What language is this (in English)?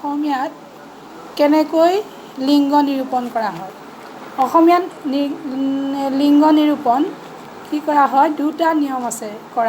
Assamese